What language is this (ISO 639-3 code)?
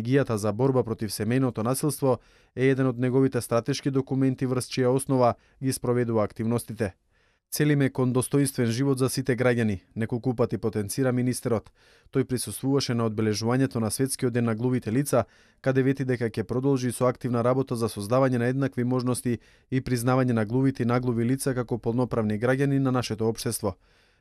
mkd